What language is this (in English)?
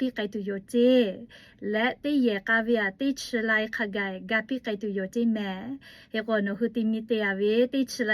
Lahu